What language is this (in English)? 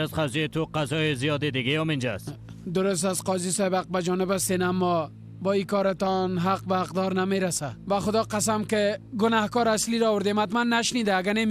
Persian